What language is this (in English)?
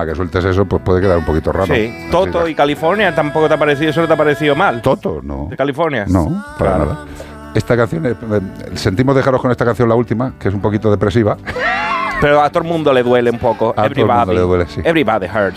Spanish